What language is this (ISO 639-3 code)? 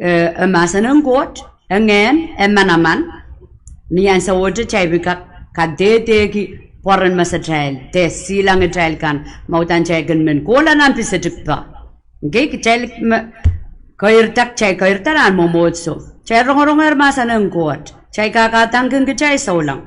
pon